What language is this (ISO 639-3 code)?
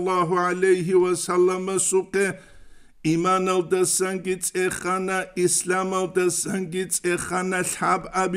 ava